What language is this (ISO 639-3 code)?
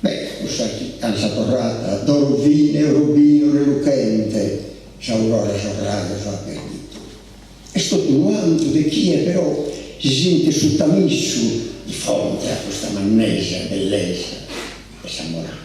srd